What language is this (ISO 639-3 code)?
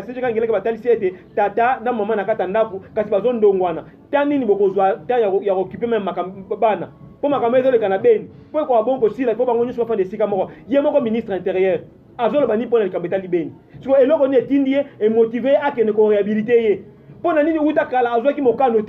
lin